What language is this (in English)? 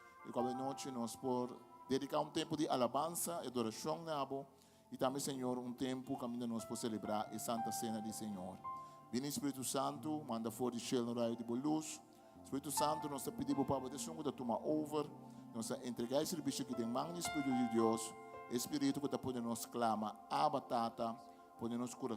Papiamento